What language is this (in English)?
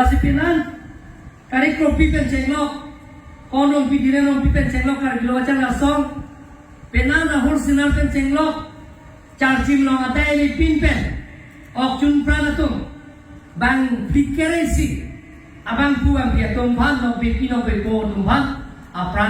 Karbi